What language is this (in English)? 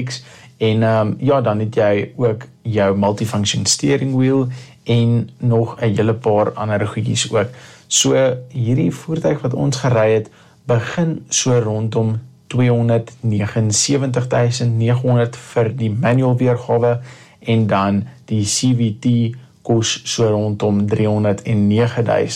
Afrikaans